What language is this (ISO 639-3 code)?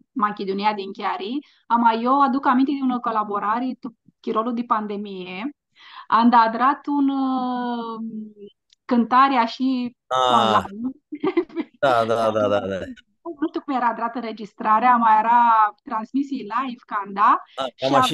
rup